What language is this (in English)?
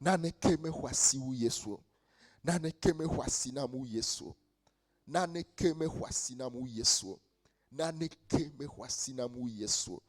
Ewe